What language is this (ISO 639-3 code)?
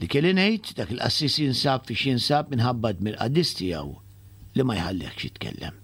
mlt